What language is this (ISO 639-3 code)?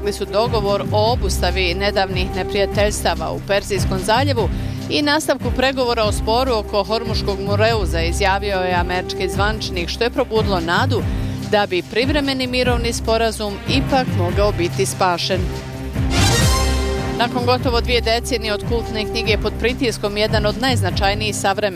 bos